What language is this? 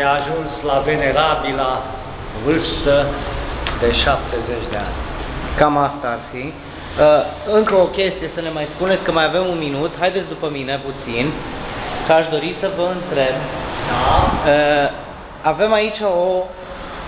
Romanian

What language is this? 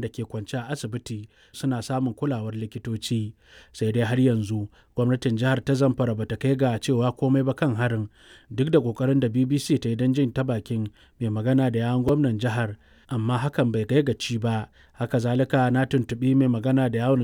Hausa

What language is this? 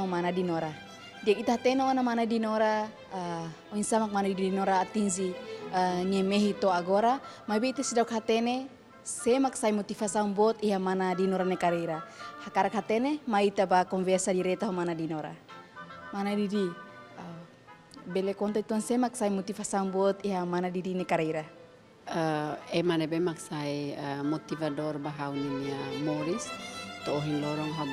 Tetum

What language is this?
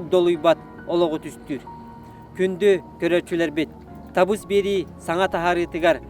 Yakut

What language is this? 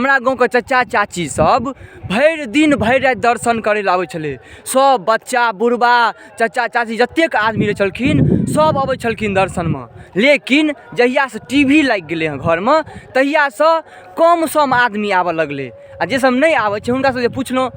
Maithili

